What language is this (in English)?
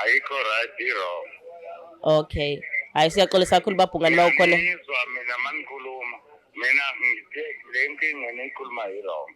Zulu